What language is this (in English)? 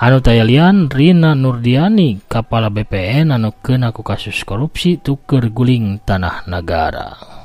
Sundanese